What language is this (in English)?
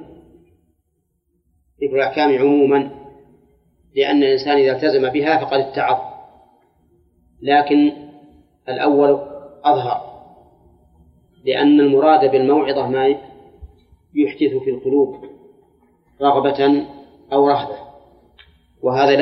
Arabic